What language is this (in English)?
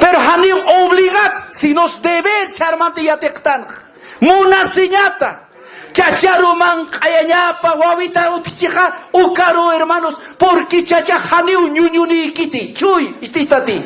Aymara